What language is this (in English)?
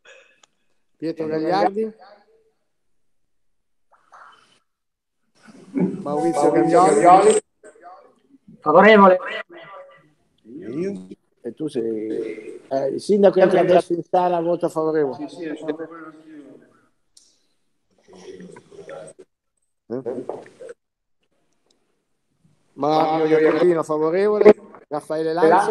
Italian